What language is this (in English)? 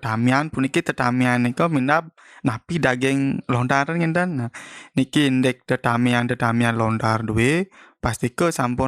Balinese